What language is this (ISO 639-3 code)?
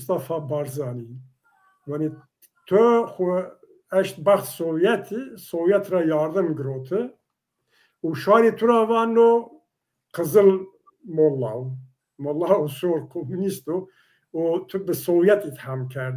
zza